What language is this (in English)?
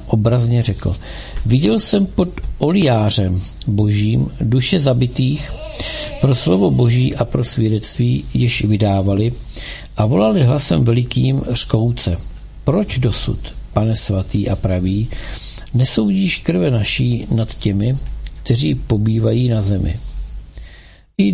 Czech